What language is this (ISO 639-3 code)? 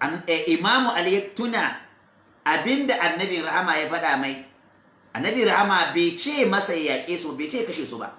hau